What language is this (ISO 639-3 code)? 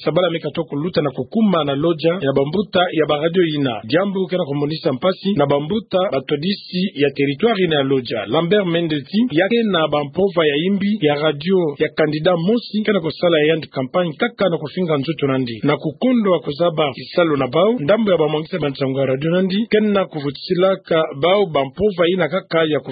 ktu